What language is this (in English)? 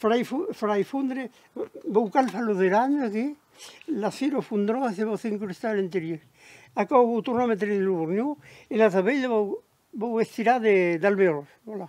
Occitan